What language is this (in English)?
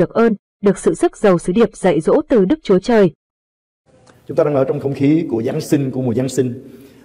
Vietnamese